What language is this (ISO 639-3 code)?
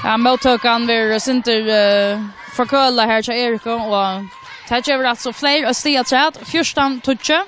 fao